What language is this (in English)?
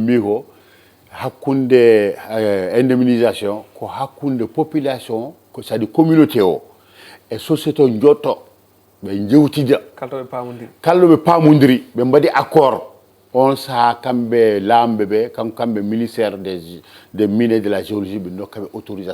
Fula